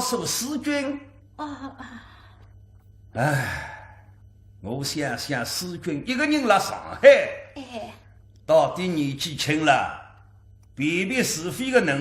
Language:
Wu Chinese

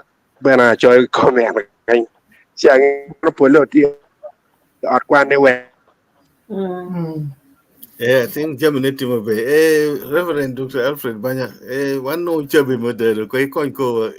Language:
Acoli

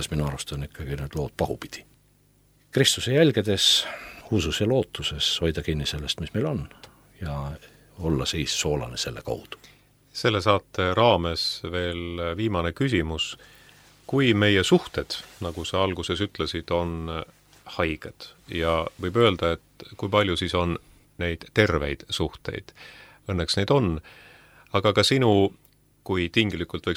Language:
Estonian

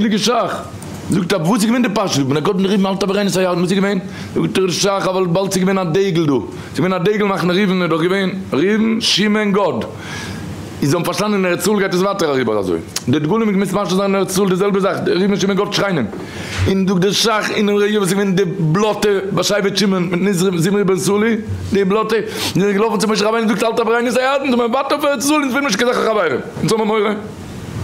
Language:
Yiddish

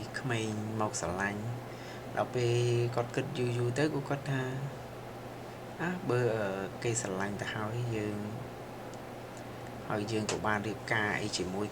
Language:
Khmer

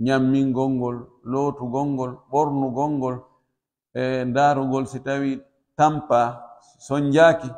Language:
Pular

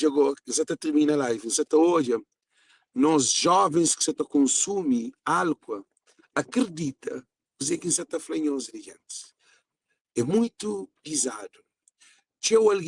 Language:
Kabuverdianu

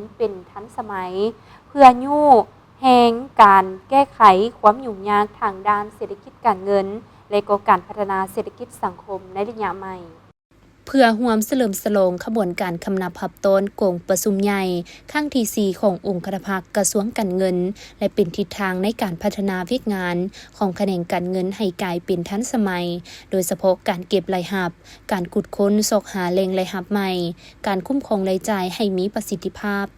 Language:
Lao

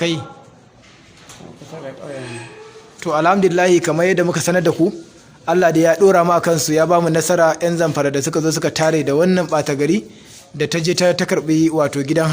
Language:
Hausa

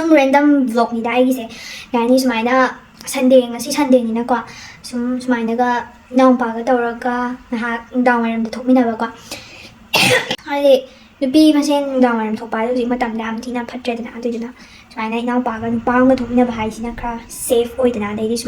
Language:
Manipuri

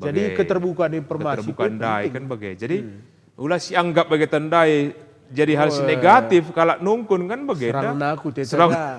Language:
Batak Karo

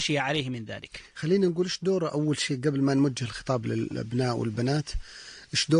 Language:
Arabic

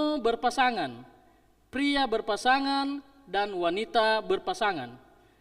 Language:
Nias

